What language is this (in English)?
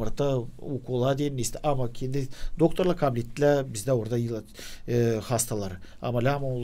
Gagauz